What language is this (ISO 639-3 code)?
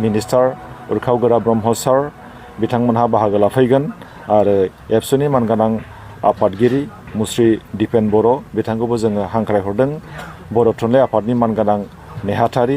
brx